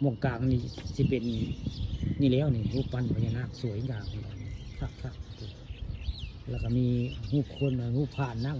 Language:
Northeastern Thai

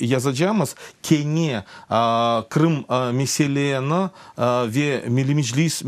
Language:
Crimean Tatar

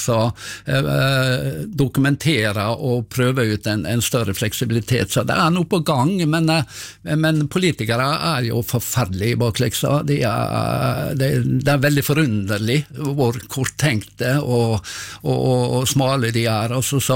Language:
Norwegian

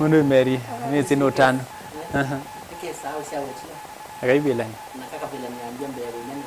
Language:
Kamba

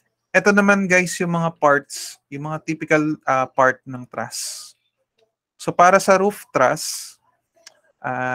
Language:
Filipino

